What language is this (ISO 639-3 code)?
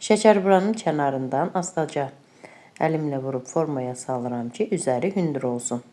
aze